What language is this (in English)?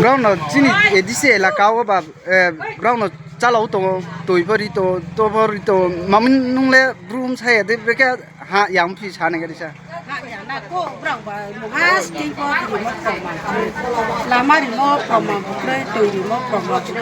Riang (India)